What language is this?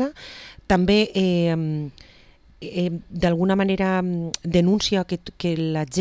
Catalan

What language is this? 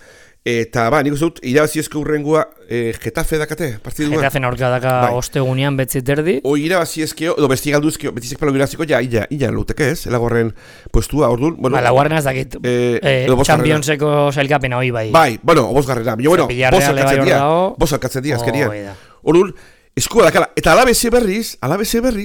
Basque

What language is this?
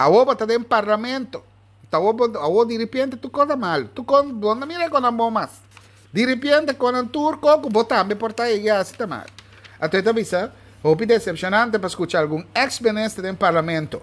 Papiamento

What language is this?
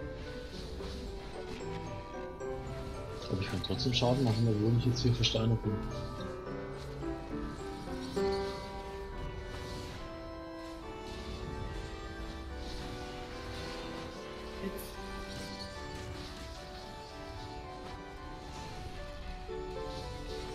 German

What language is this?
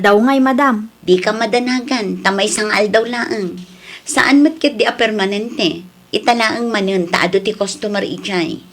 Iloko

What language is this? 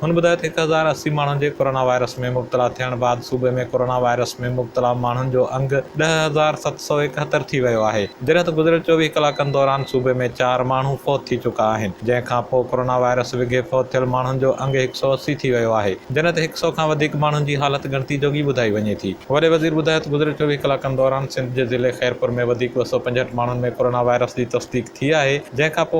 Sindhi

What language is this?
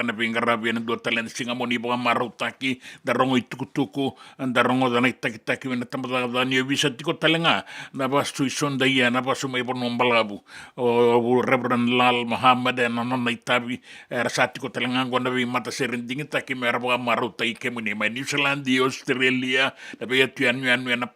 Fijian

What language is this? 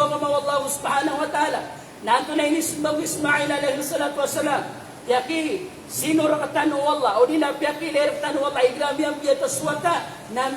Maranao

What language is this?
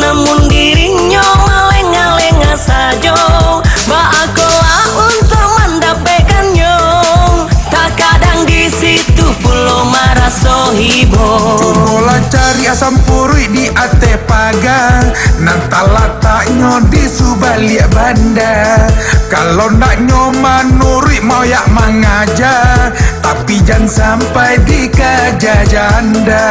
Minangkabau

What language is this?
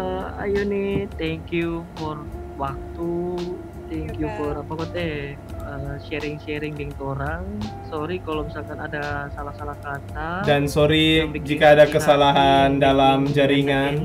Manado Malay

